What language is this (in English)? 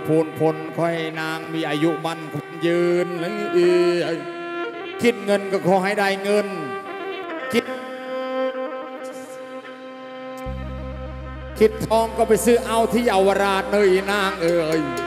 Thai